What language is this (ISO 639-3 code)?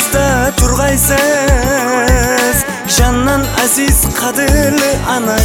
kaz